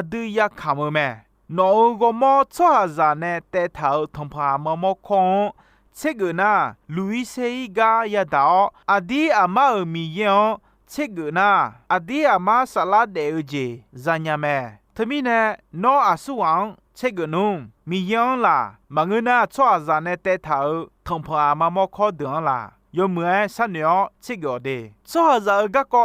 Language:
Akha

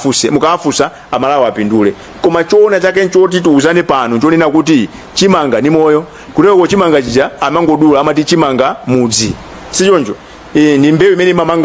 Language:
Nyanja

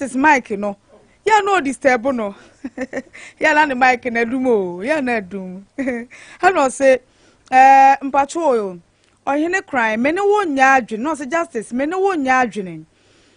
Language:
Akan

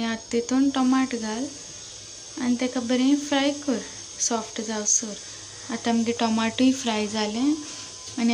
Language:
Konkani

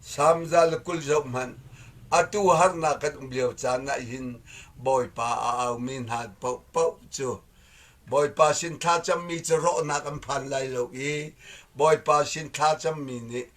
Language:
Hakha Chin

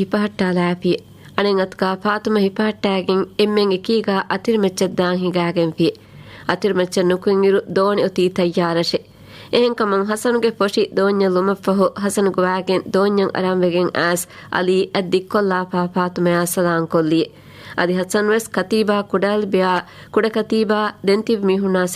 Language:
Divehi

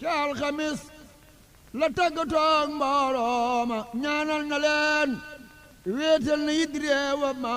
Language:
Wolof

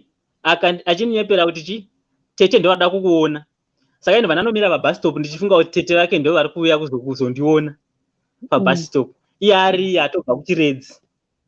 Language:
Shona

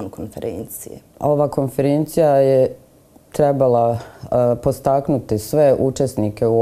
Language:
Bosnian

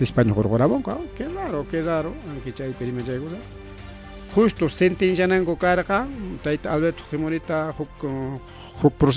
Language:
Ayacucho Quechua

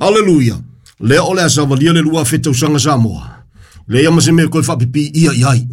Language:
Samoan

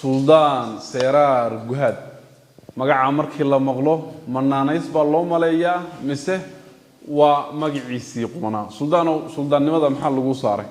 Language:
Somali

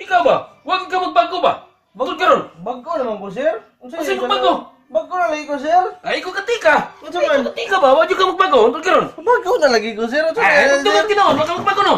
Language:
Cebuano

